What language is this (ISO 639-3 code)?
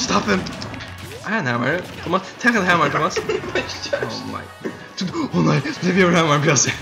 fao